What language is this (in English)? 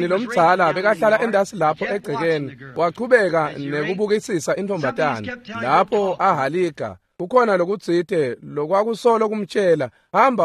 Swati